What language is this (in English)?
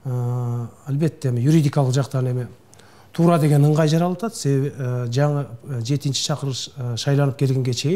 Kyrgyz